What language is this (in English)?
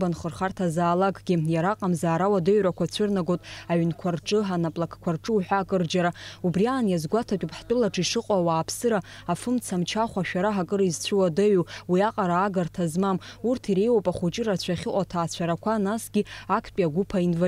Abkhazian